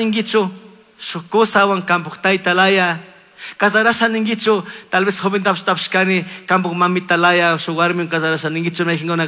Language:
Chimborazo Highland Quichua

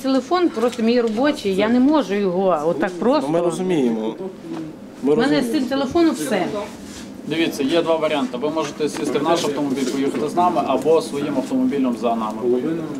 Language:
Ukrainian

